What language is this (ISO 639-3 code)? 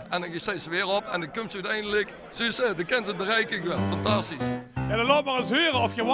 lim